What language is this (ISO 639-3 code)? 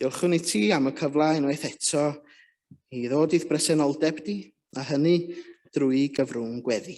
cym